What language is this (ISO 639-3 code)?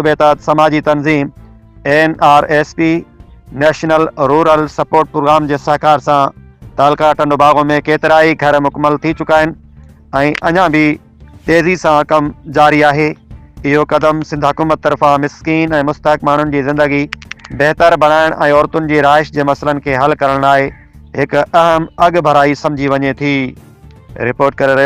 snd